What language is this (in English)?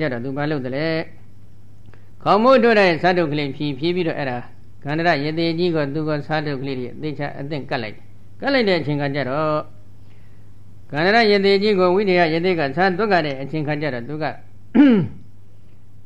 Burmese